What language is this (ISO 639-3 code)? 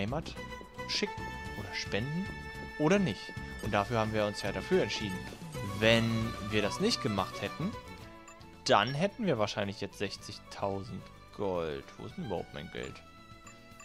deu